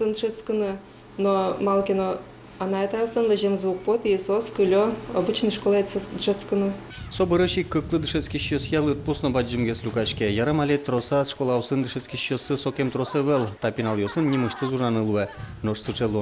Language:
Udmurt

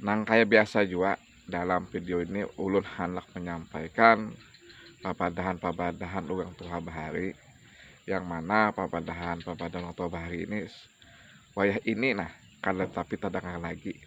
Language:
Banjar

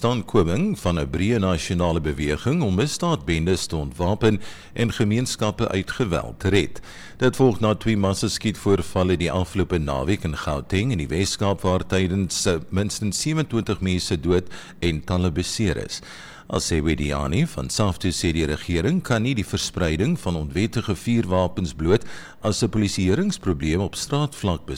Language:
Afrikaans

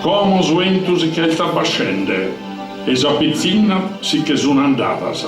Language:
Sardinian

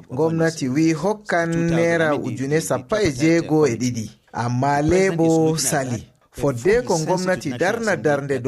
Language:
Fula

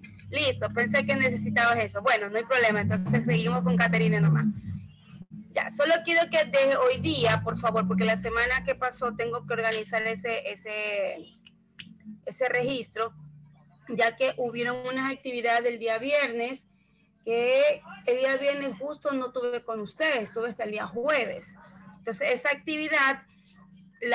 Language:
Spanish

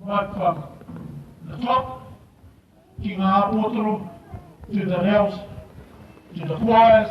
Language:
Māori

